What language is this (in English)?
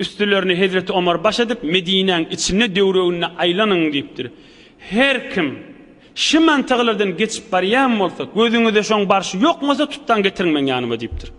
Turkmen